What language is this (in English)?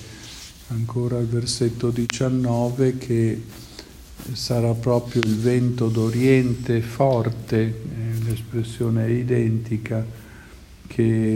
Italian